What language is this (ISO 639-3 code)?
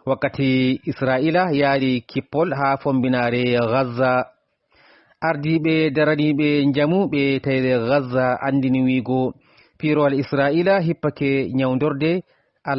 ful